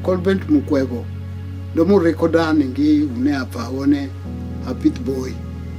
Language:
Venda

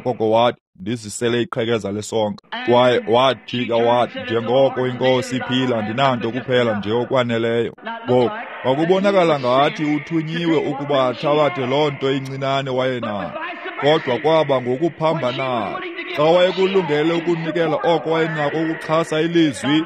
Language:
Xhosa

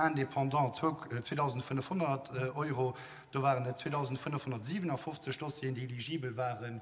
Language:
Luxembourgish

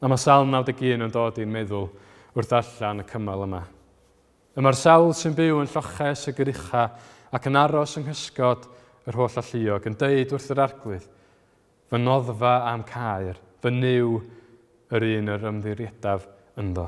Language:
Welsh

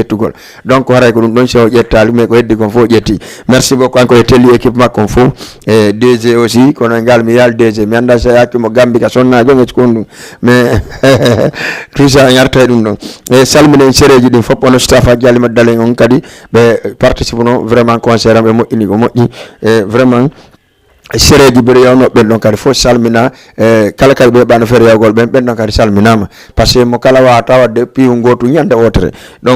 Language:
Fula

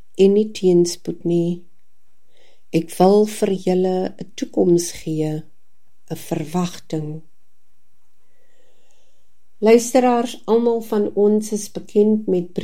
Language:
Afrikaans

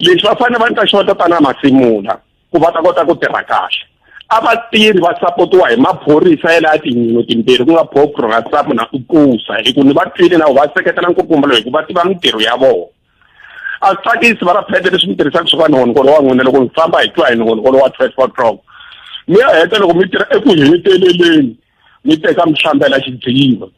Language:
Tsonga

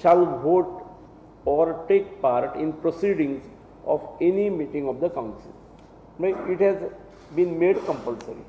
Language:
Konkani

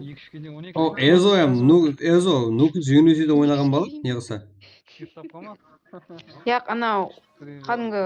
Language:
Kara-Kalpak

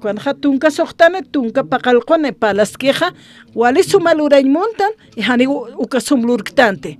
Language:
Aymara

